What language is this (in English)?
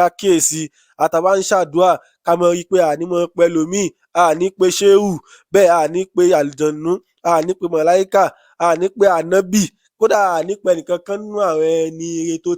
Yoruba